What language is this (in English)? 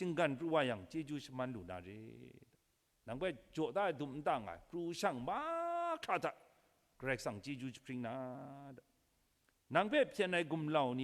Kachin